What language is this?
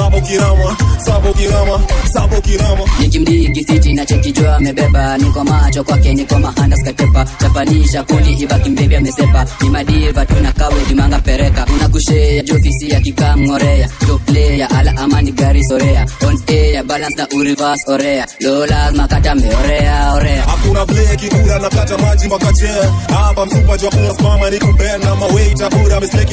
Swahili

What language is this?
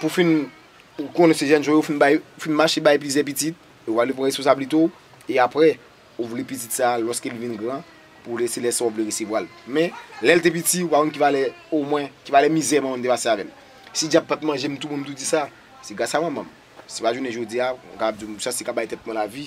Haitian Creole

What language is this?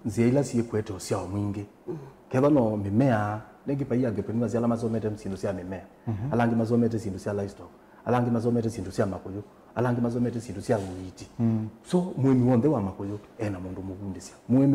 Kamba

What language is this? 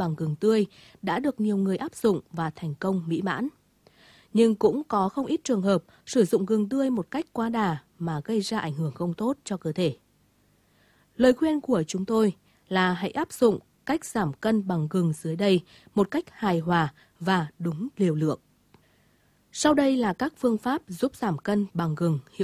Vietnamese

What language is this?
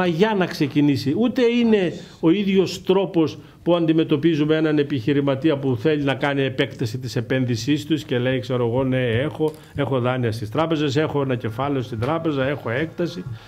Greek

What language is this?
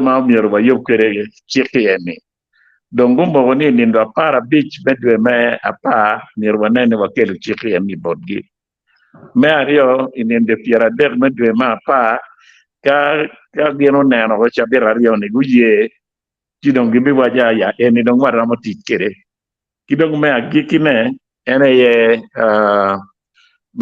Acoli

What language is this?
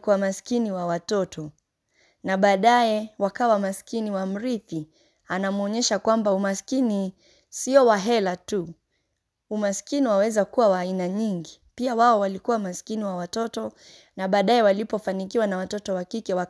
Swahili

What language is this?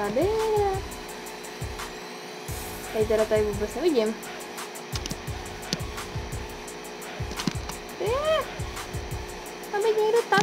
Czech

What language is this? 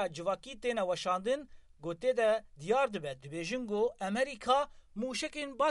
Kurdish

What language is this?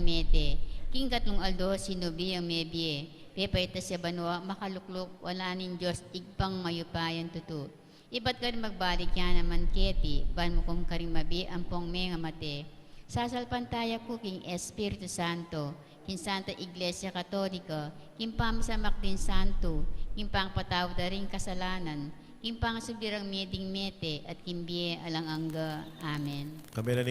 Pampanga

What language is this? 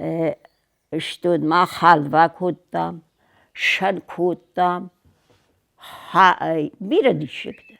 Ossetic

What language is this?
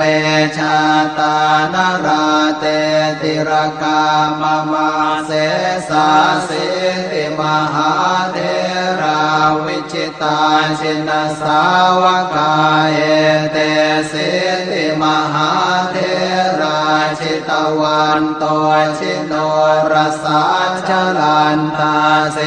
Pali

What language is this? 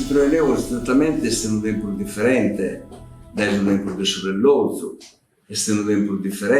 Sardinian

